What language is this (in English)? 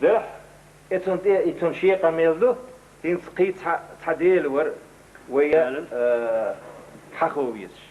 Chechen